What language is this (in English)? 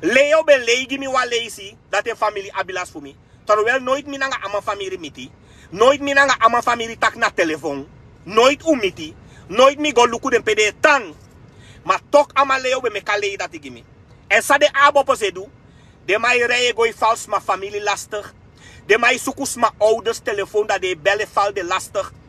Sranan Tongo